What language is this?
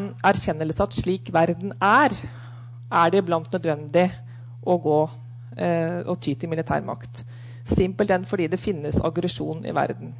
Norwegian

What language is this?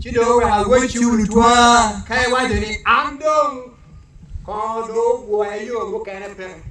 Acoli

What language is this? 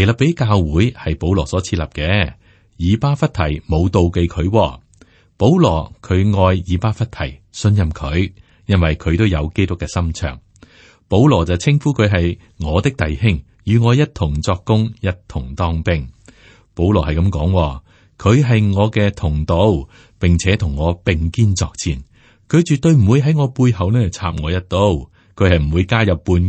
Cantonese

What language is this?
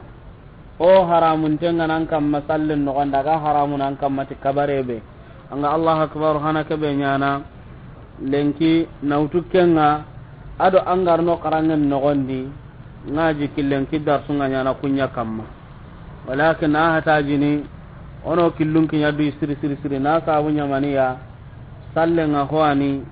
Soninke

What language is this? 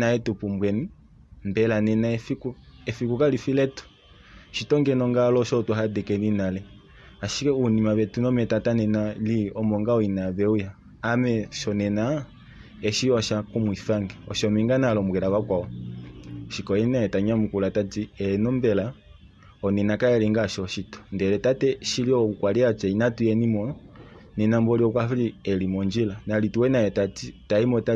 Kuanyama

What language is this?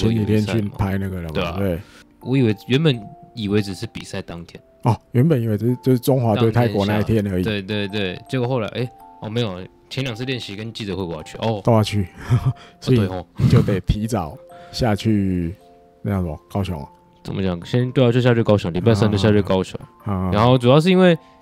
Chinese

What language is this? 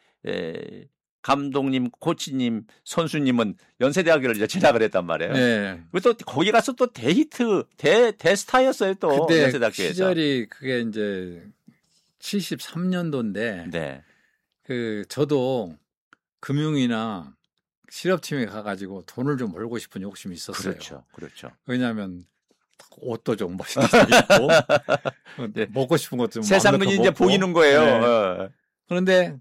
Korean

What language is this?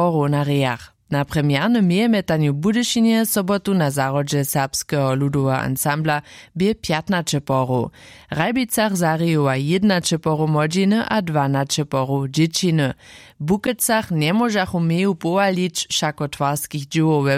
Upper Sorbian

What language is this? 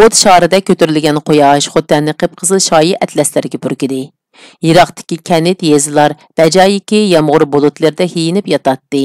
Uyghur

